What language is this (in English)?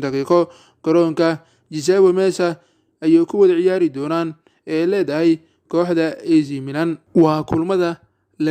Somali